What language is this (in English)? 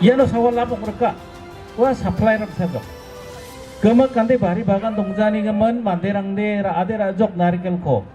Garo